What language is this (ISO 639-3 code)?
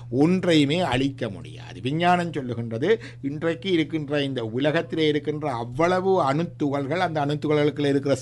tam